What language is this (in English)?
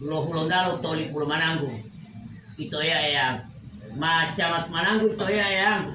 Gorontalo